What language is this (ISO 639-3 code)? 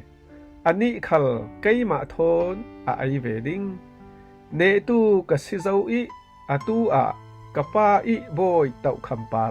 cfm